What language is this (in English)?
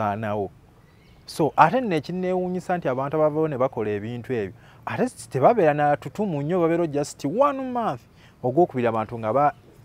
Ganda